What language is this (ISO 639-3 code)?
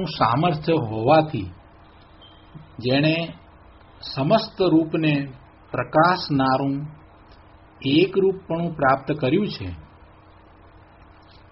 guj